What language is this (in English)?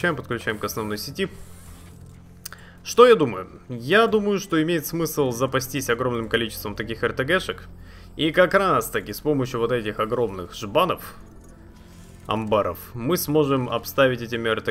Russian